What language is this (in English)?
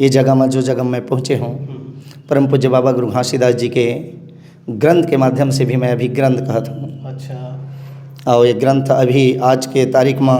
Chhattisgarhi